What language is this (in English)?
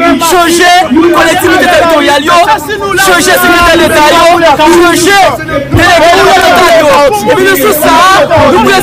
Haitian Creole